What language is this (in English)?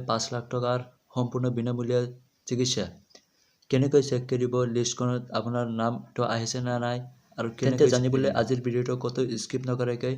Assamese